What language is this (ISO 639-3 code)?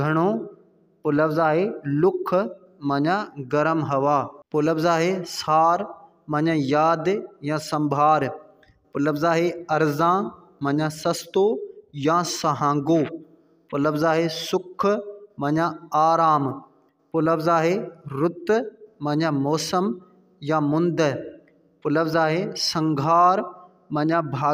snd